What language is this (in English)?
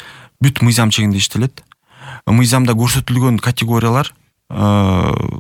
Kyrgyz